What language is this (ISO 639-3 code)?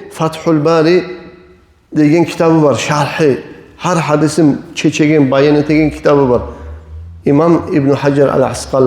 kum